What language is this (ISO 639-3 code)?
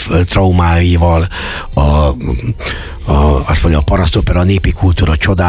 hun